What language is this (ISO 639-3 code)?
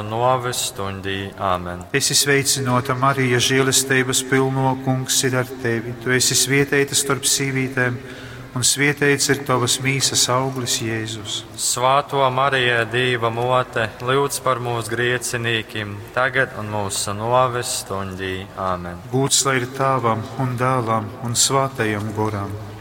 ltg